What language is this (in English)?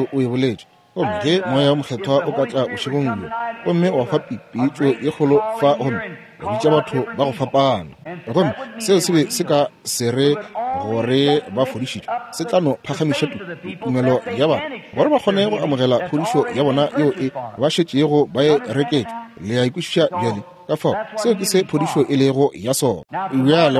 Northern Sotho